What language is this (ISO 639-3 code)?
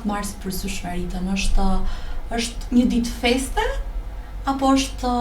sqi